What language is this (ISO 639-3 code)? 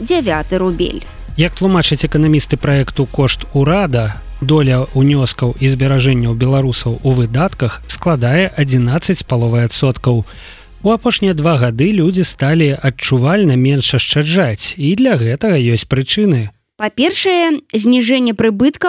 bel